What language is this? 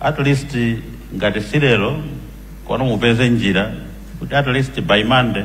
Nyanja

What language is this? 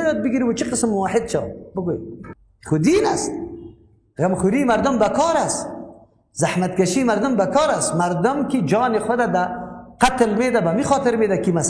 Persian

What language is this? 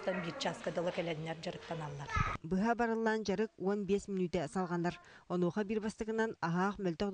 Yakut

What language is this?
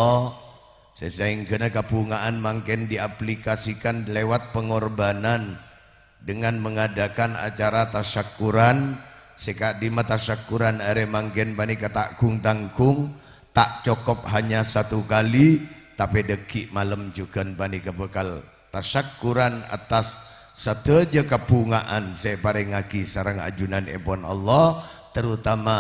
Madurese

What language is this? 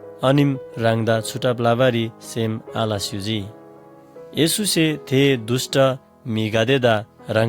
Eastern Tamang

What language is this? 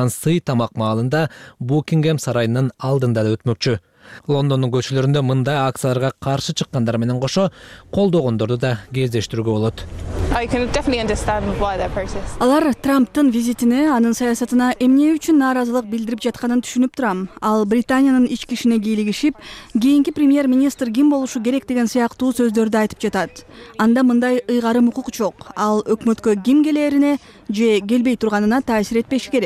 Kyrgyz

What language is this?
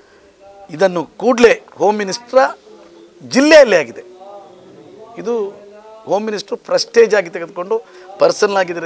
Kannada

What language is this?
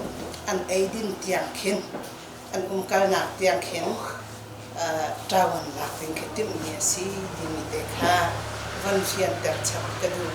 Hakha Chin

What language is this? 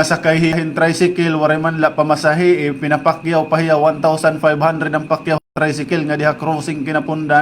Waray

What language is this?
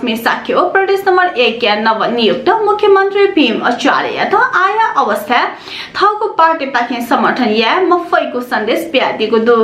Newari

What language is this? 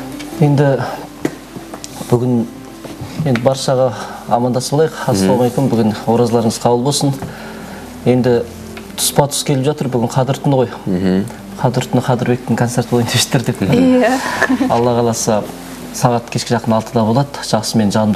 Kazakh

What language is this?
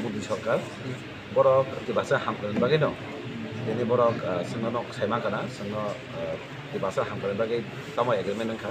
Kok Borok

